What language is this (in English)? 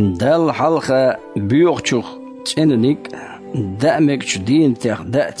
Chechen